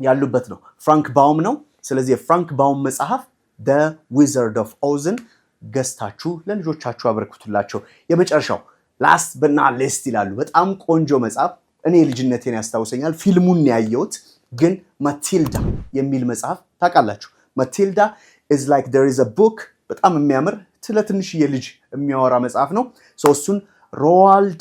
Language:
Amharic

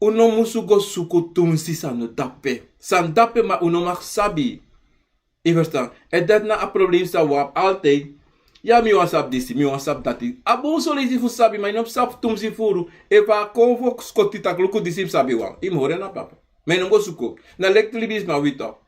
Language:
Sranan Tongo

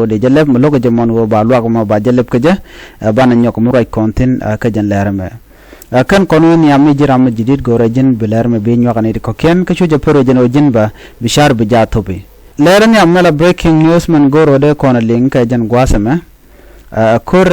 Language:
Nuer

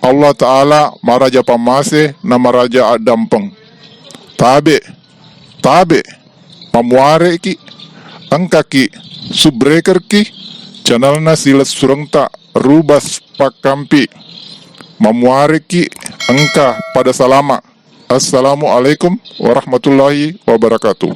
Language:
Buginese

